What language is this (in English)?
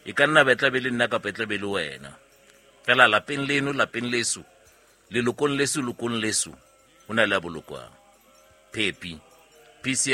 Southern Sotho